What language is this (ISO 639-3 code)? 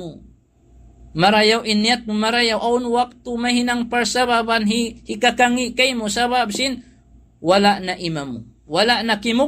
tsg